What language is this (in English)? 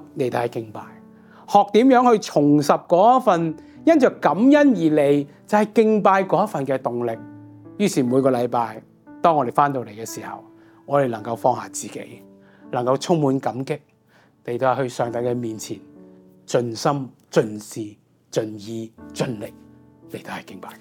Cantonese